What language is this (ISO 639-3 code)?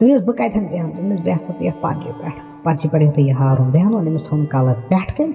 kas